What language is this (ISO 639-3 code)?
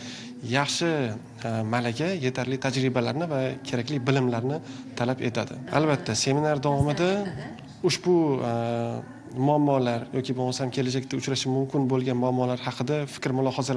uzb